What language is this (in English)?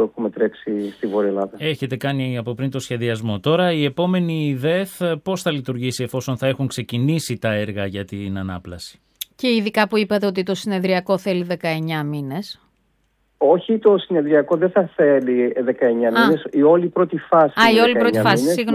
Greek